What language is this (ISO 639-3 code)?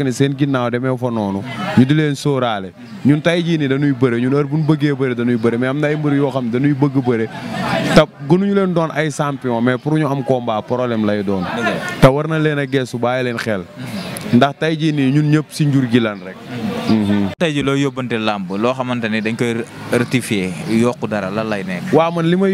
wol